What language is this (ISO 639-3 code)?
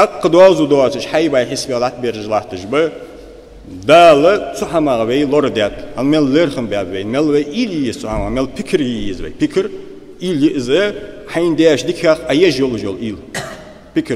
inh